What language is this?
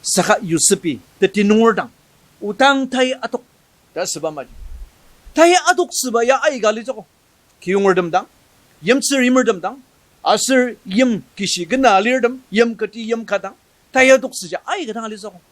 Ao Naga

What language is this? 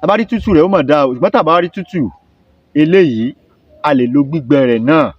Yoruba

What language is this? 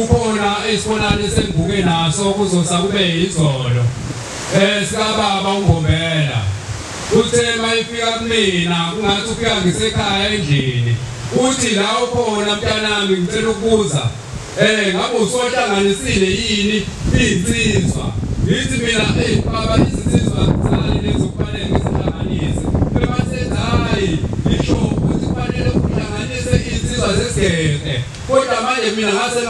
Zulu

